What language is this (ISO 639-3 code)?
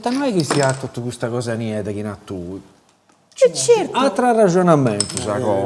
srd